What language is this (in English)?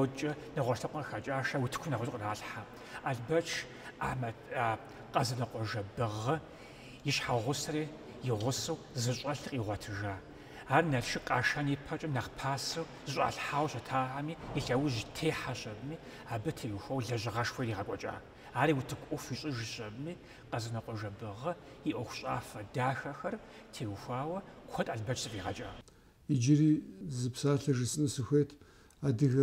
Kabardian